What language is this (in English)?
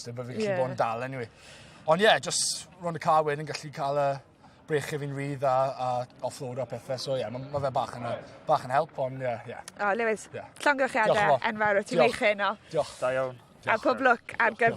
Welsh